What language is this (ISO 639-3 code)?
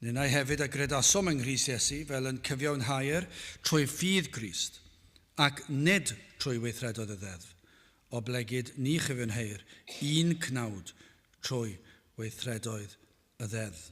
cym